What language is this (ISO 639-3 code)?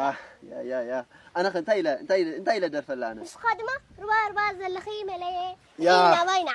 tir